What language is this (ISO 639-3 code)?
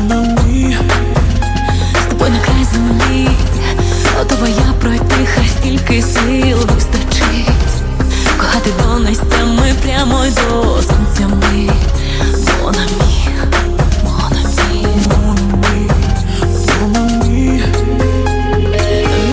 ukr